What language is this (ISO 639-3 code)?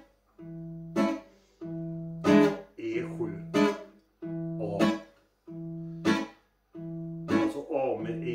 swe